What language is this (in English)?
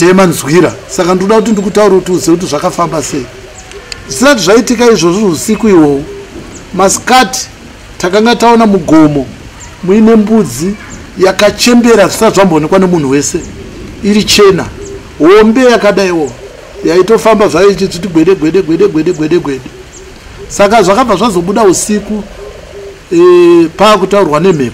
Shona